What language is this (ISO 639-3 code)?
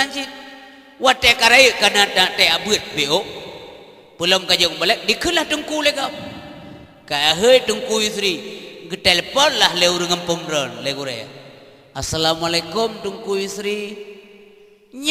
ace